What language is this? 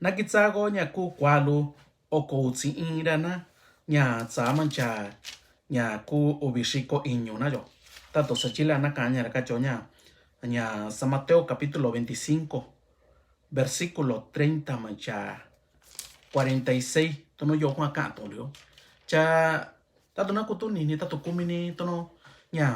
Mixtepec Mixtec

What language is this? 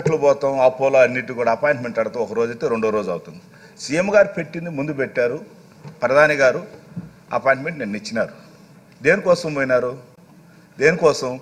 Telugu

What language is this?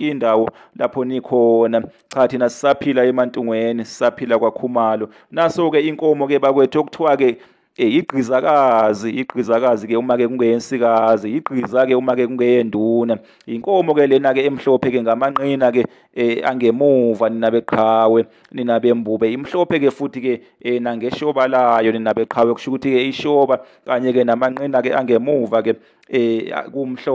Zulu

